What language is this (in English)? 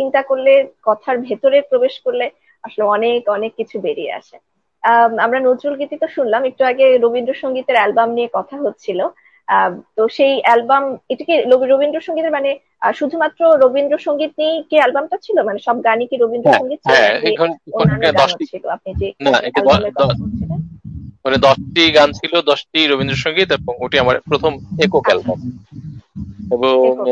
Bangla